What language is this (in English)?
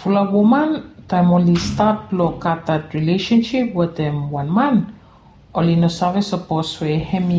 Bislama